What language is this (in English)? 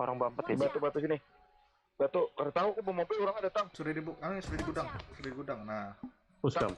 Banjar